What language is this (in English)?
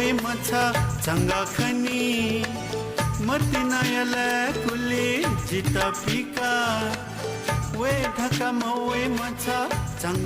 Newari